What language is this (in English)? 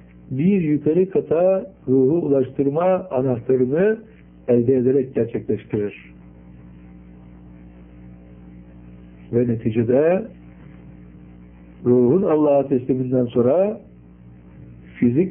Turkish